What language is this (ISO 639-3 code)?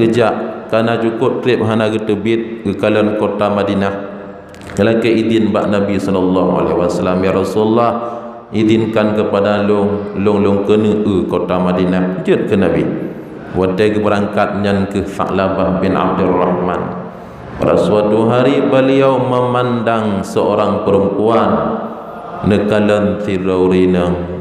ace